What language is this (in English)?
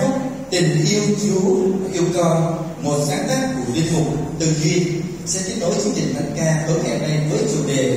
Vietnamese